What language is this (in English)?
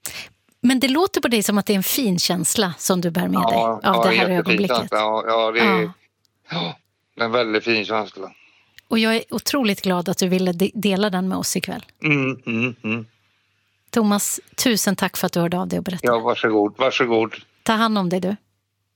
Swedish